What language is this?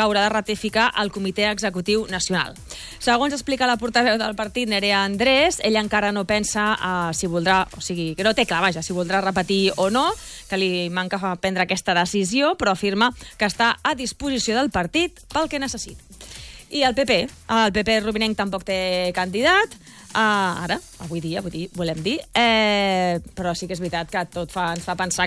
Catalan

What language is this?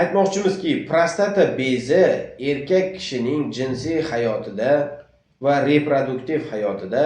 Uzbek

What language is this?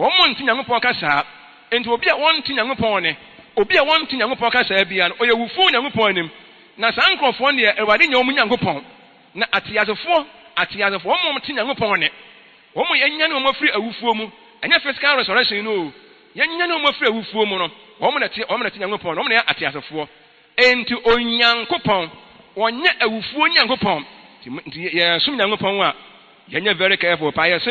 Akan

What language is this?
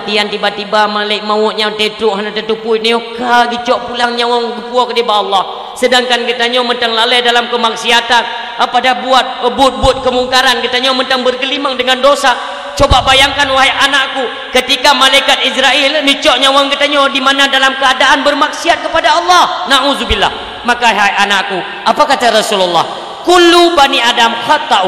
Achinese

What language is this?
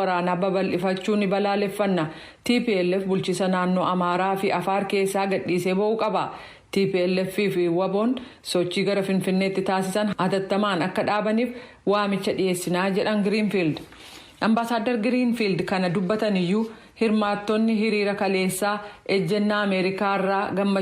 Oromo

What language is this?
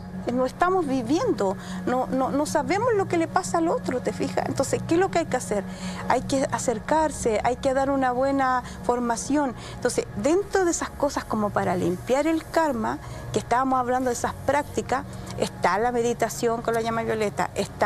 Spanish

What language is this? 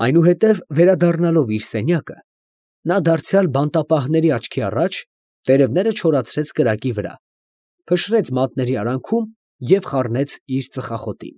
Armenian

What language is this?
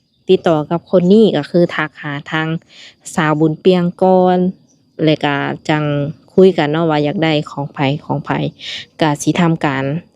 Lao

